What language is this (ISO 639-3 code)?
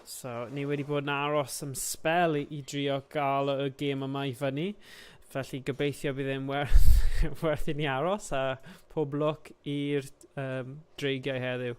cym